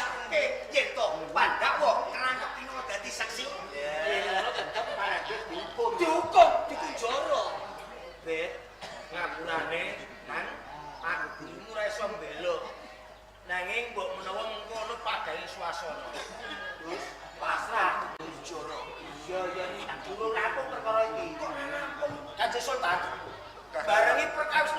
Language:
Javanese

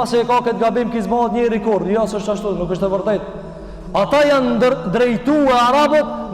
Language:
Albanian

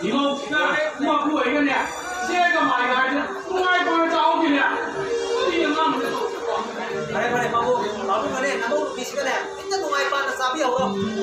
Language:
Manipuri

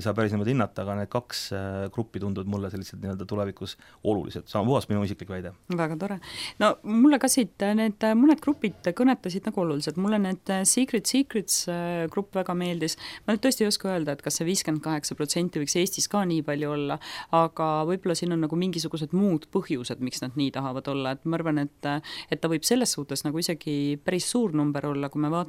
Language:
Estonian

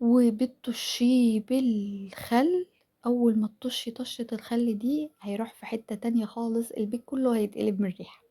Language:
Egyptian Arabic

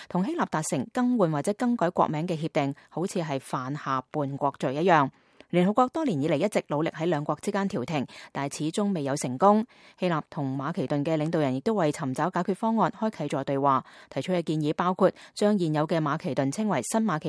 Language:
Cantonese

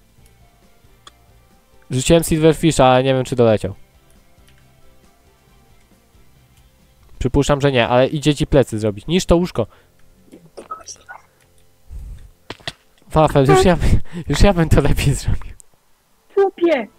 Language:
Polish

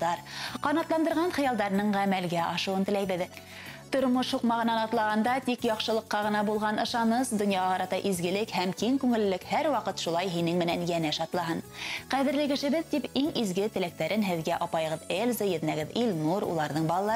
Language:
Bashkir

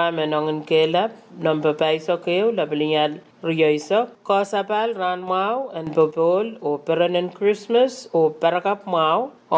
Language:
Pohnpeian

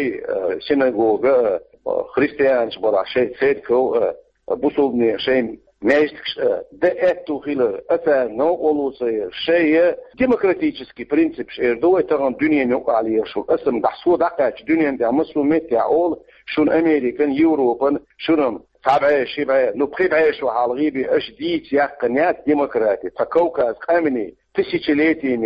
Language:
Chechen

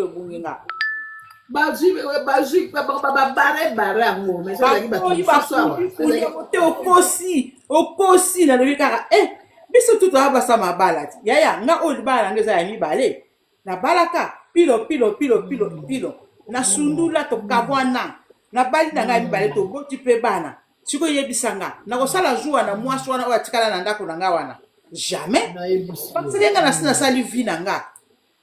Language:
Lingala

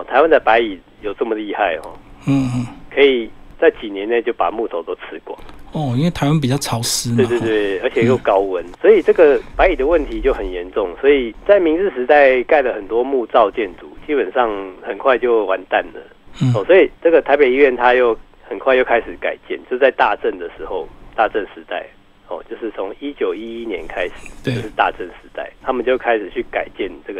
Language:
Chinese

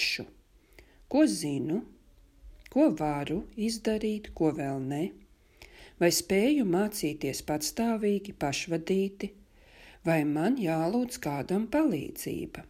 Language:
Latvian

